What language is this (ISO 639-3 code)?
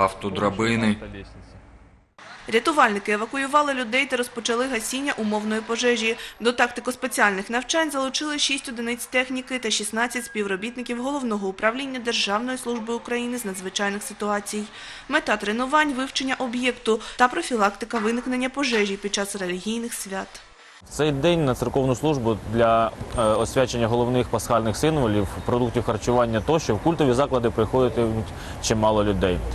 ukr